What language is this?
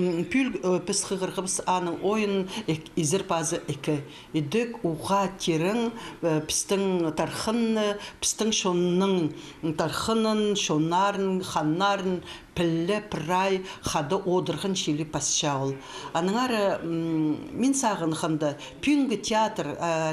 Khakas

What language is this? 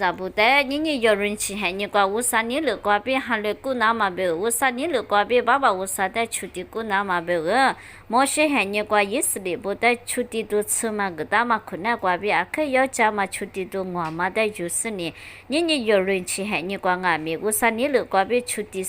Lisu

